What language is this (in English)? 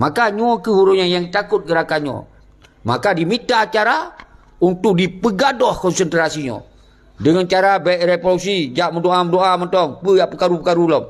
Achinese